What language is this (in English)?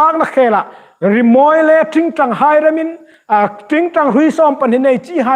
Hmar